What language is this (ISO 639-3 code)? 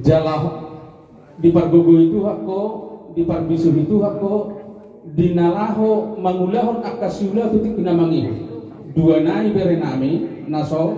bbc